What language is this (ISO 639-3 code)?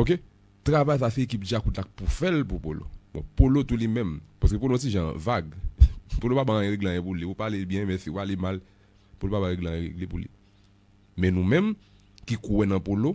hat